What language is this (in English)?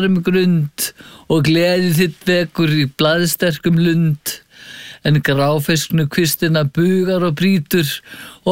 Icelandic